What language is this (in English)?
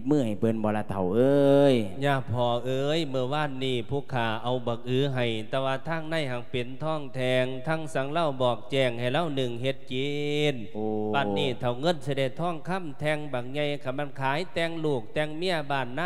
Lao